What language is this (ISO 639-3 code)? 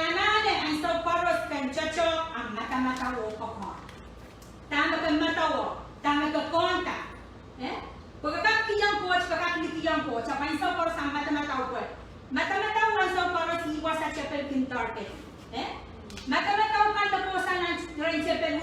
pon